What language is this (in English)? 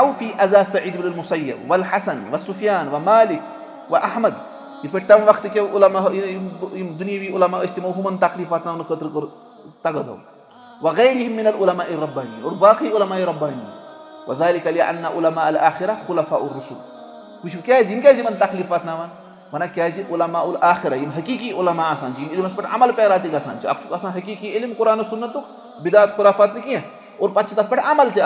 Kashmiri